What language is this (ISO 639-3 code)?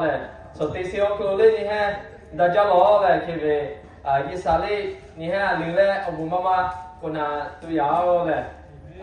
lhu